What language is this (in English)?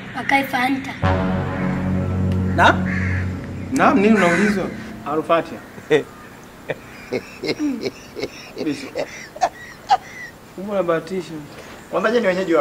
Swahili